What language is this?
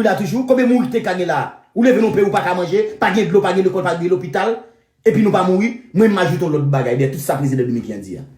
Haitian Creole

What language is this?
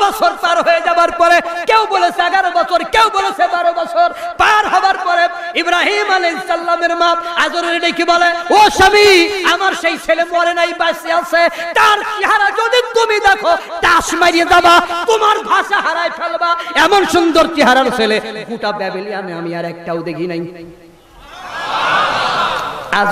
Bangla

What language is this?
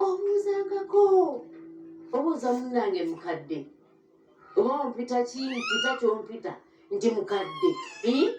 Ganda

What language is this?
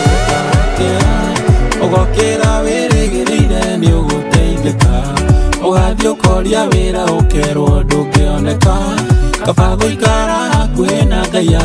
Kikuyu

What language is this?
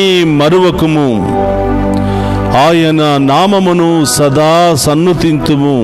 Telugu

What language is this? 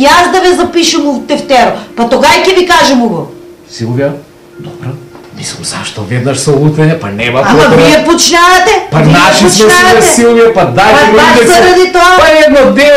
Macedonian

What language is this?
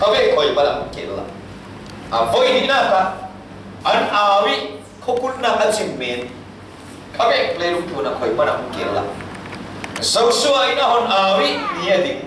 Falam Chin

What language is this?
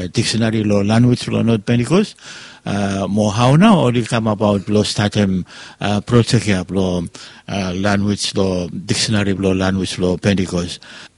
Bislama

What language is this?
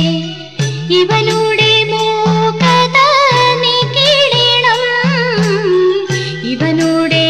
Malayalam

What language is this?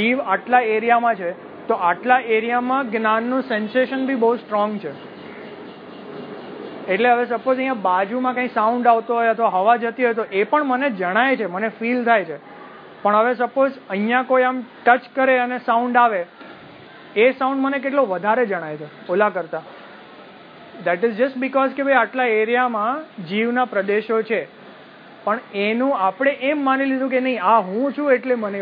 Gujarati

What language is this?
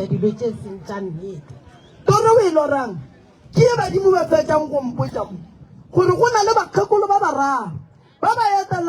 Northern Sotho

